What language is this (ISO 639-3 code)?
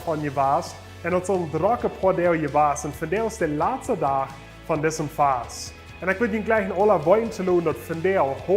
pdt